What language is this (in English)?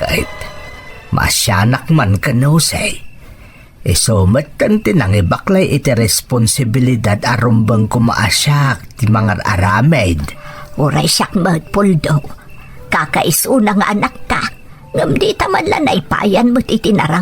Iloko